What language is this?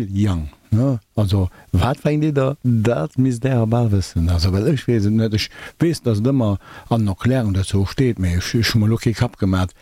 Luxembourgish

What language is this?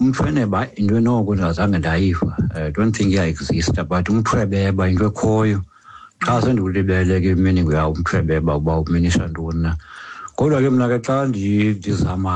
Xhosa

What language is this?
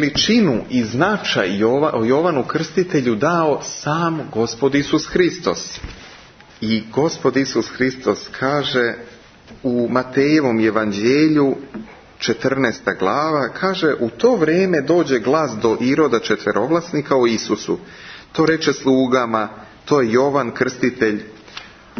Serbian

